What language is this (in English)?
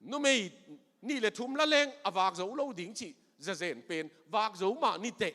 Tedim Chin